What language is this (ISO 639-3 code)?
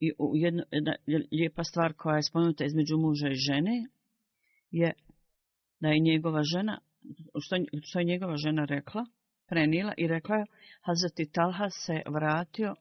bos